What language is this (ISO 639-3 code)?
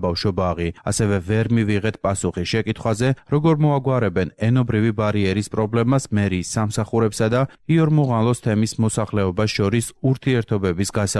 kat